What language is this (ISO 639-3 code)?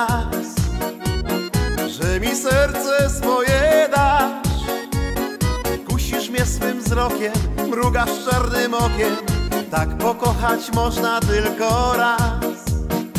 pol